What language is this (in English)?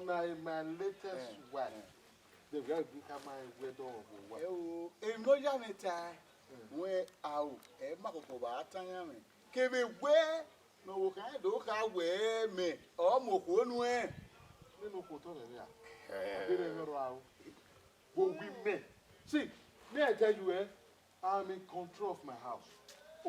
Bini